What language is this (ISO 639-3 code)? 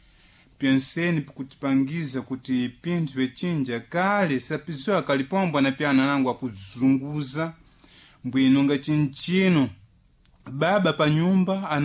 seh